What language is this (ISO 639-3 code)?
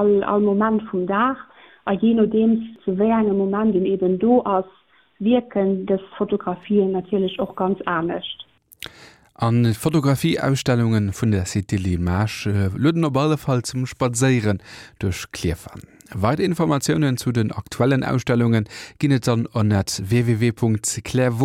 ltz